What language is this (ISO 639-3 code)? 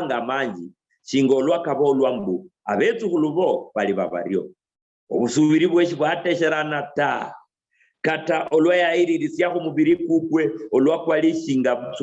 luy